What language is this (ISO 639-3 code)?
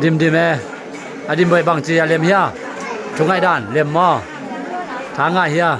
ctd